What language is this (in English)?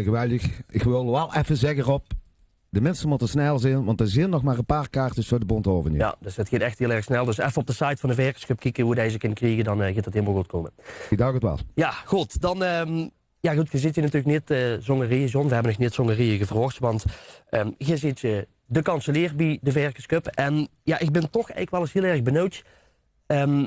Limburgish